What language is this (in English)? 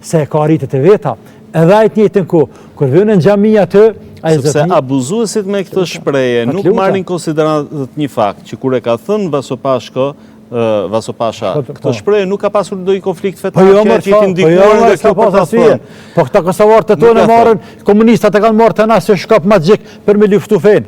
Albanian